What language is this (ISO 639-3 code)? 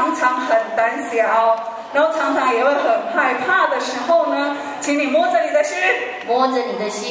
zho